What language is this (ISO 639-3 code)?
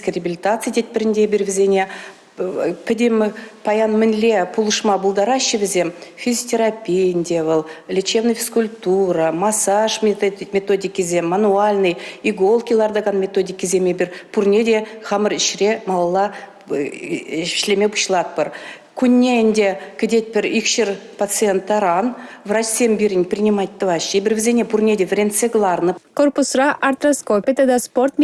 chv